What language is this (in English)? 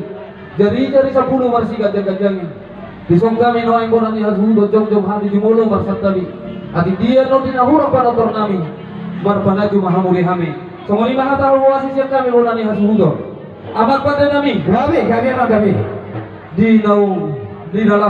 Batak Toba